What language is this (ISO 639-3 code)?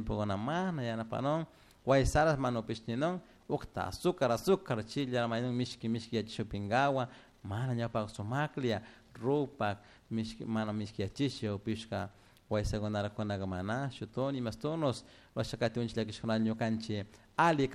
qug